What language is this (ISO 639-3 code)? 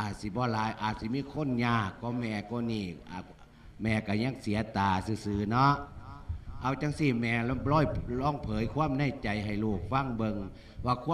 lao